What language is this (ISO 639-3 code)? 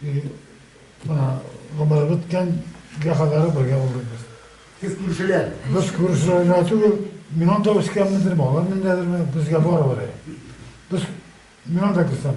tat